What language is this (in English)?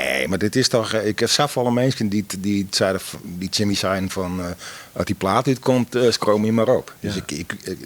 Western Frisian